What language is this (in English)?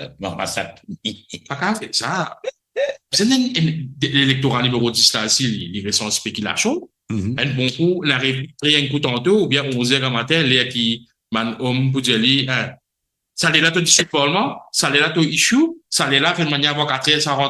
Morisyen